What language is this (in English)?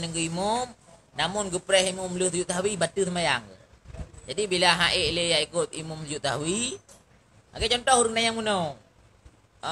Achinese